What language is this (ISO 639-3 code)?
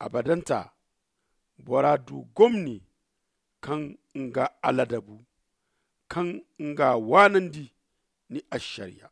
dje